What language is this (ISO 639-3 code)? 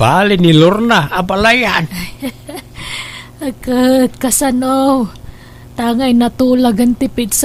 ilo